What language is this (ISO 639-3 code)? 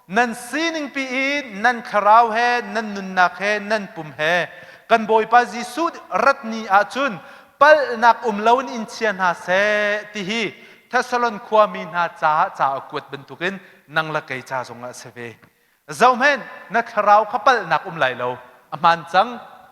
cnh